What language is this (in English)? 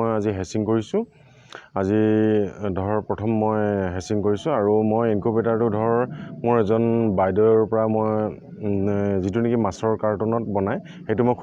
Assamese